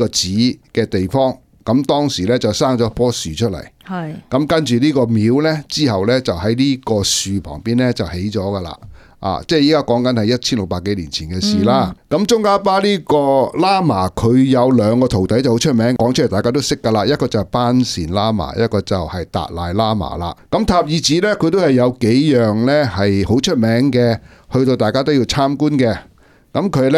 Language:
Cantonese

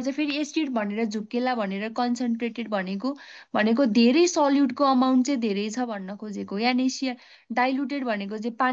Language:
Nepali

